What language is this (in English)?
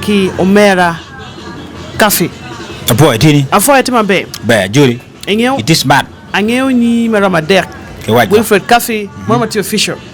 Acoli